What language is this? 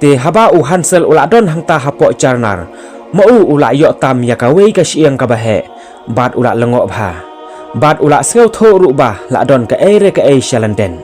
Khasi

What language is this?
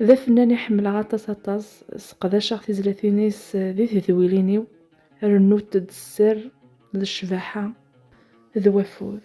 Kabyle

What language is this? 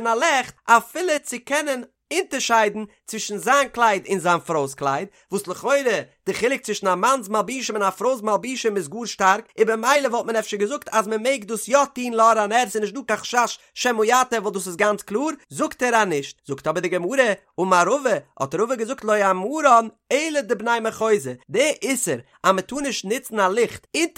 Yiddish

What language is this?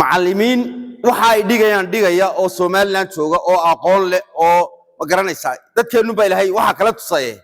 Somali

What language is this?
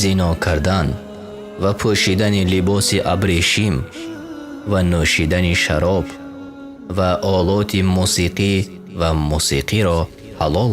Tajik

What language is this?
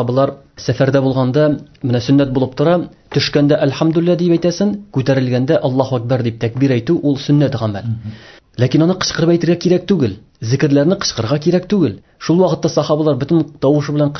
Tatar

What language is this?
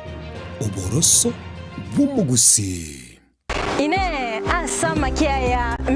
Gusii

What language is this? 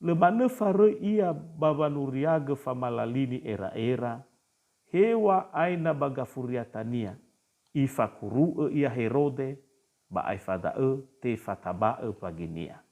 Nias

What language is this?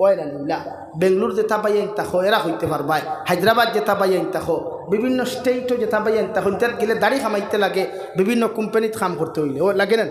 Sylheti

